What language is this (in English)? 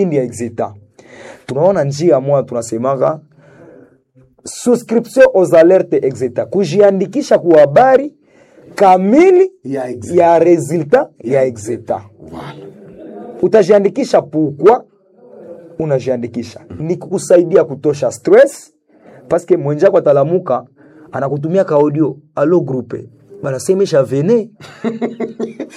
Swahili